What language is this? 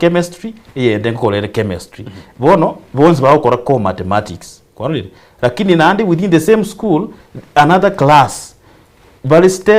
Gusii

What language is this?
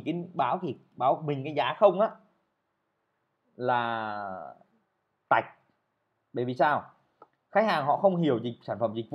Vietnamese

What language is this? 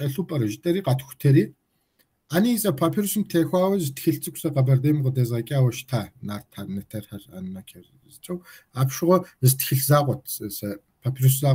Kabardian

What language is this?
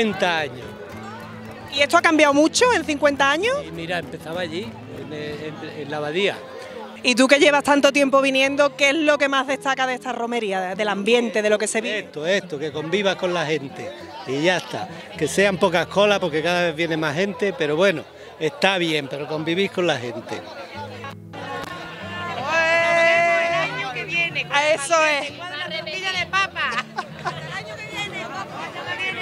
Spanish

